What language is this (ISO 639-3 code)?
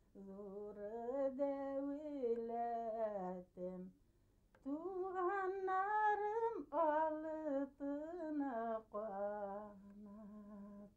bak